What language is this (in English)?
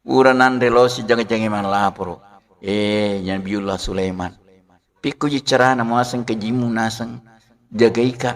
Buginese